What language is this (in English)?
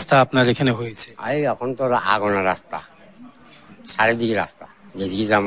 Bangla